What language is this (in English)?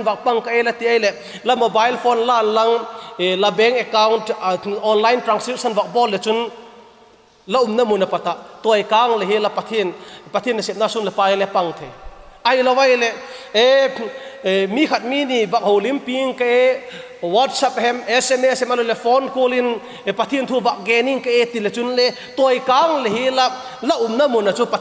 Vaiphei